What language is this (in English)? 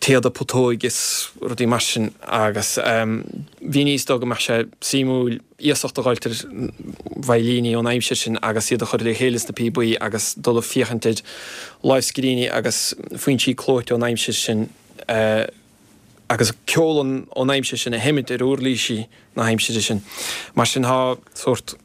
Irish